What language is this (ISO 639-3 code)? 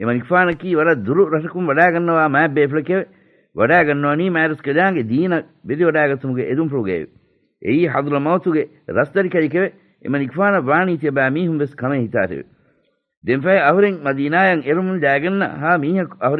div